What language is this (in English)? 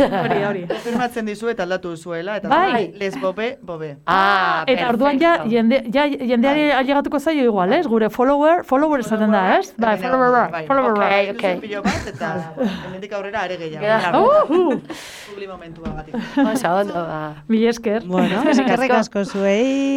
Basque